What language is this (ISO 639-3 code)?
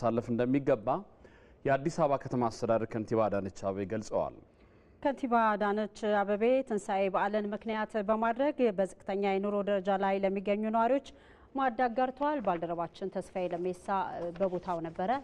amh